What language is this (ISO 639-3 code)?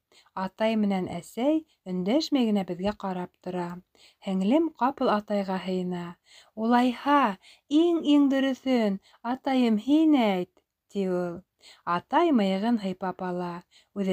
bak